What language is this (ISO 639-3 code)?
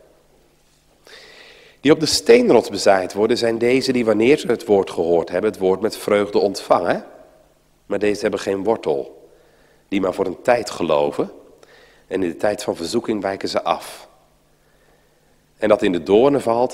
nld